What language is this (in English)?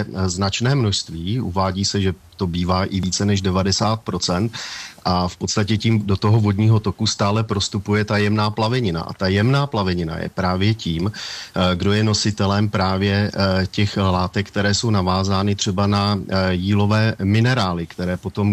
Czech